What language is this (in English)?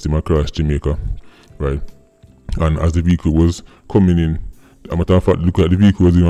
Jamaican Creole English